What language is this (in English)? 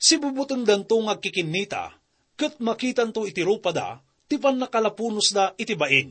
Iloko